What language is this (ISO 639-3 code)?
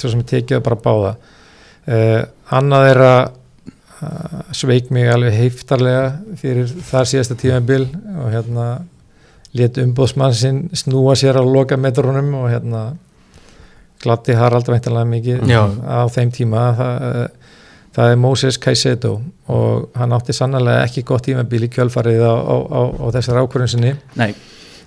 isl